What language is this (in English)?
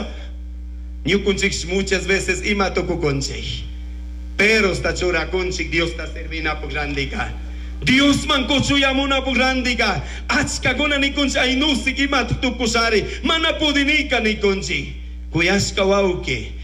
Chimborazo Highland Quichua